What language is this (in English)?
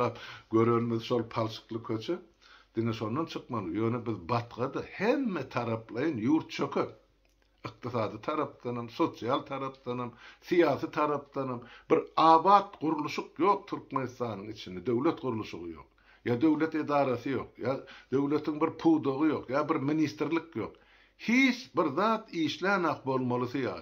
Turkmen